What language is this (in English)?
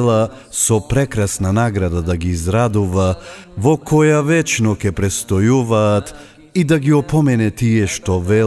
Macedonian